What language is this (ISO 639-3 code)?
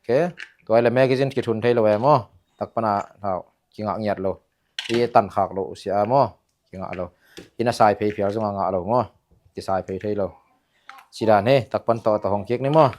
ctd